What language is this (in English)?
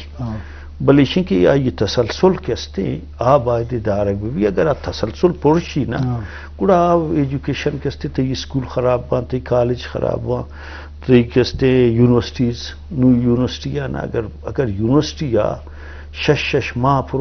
Eastern Balochi